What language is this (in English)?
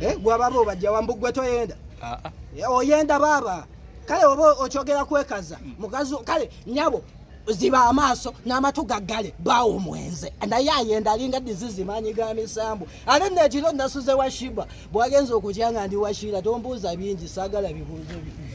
Ganda